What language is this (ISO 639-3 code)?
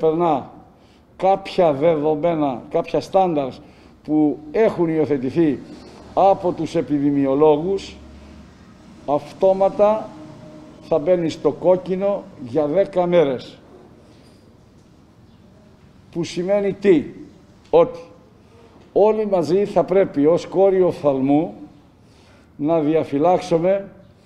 ell